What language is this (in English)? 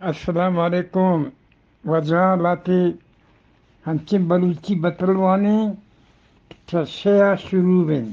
Eastern Balochi